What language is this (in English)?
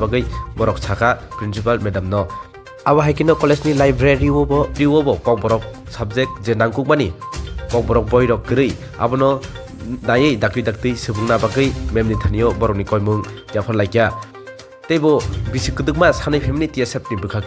Kok Borok